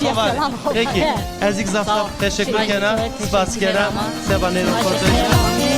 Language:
Zaza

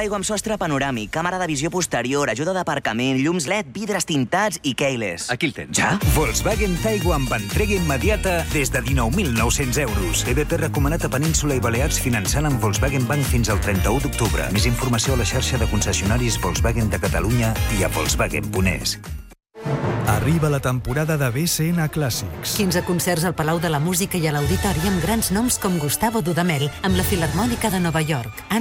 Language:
Catalan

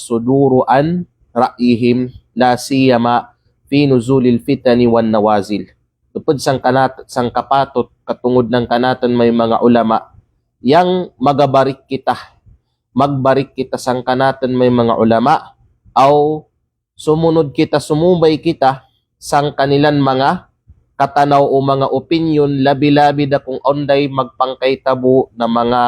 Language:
Kalagan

